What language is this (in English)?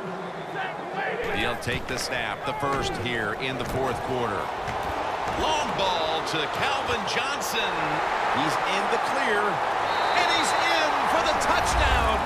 English